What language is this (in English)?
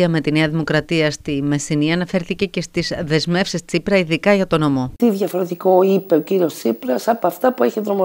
Greek